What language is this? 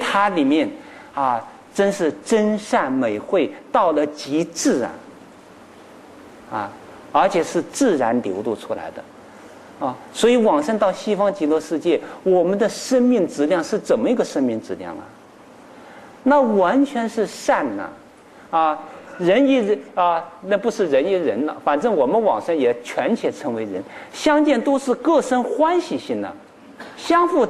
Chinese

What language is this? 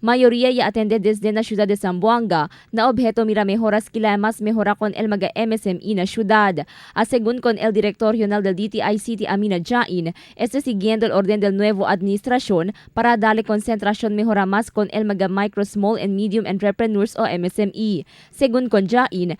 Chavacano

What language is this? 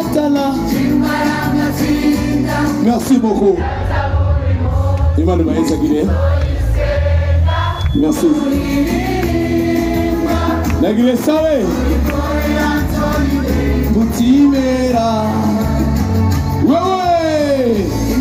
Rundi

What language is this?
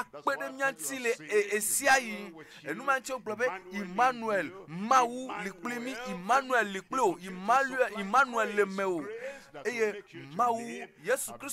Ewe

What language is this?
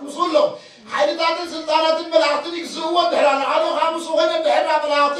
Tigrinya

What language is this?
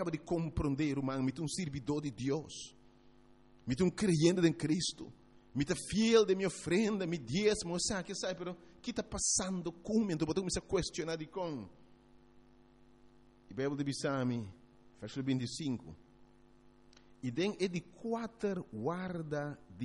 Papiamento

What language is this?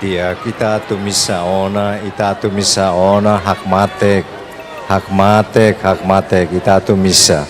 Tetum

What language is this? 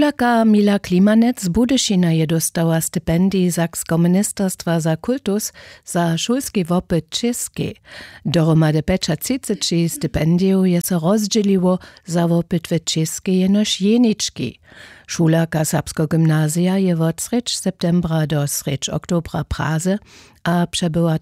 Upper Sorbian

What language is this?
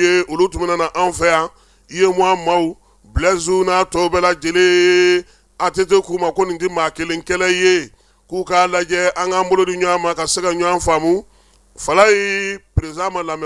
Bambara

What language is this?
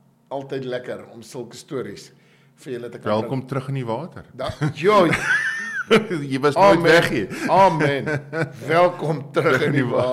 Afrikaans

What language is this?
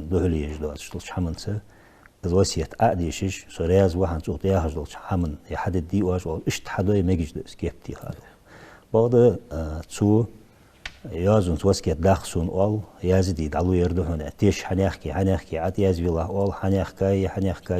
Ingush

